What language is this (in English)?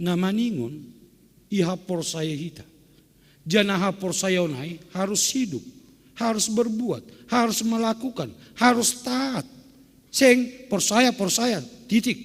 Batak Simalungun